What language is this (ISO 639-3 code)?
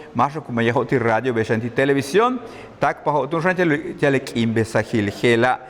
yua